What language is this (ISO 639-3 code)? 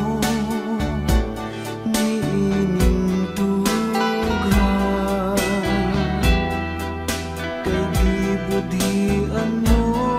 ceb